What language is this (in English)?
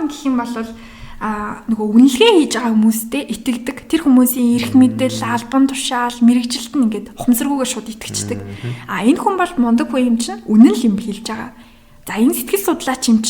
Mongolian